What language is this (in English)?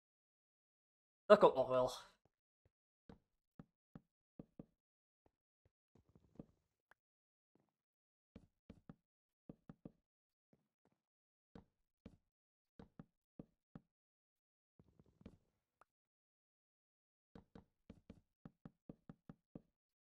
Dutch